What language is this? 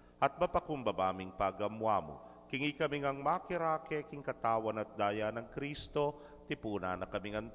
Pampanga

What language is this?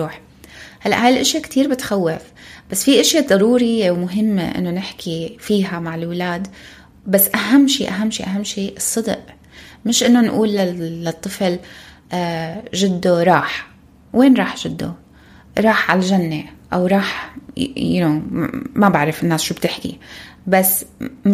North Levantine Arabic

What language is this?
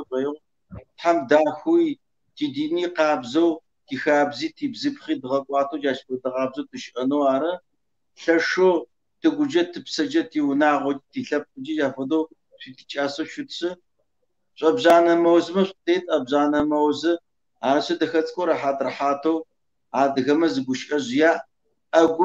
Kabardian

